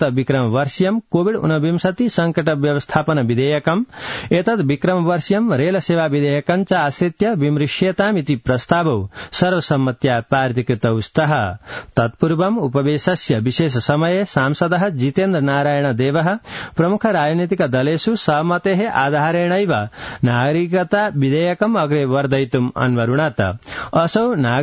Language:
Sanskrit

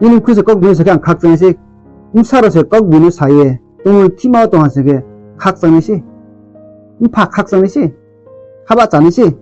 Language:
Riang (India)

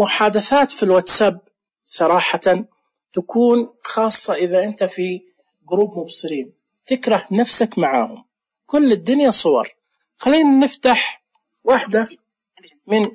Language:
Najdi Arabic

